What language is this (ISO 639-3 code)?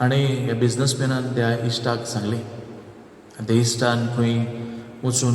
kok